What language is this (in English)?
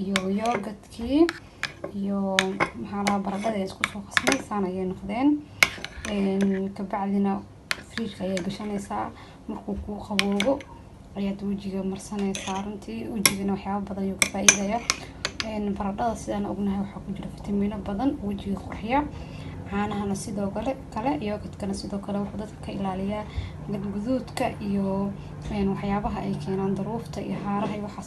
Somali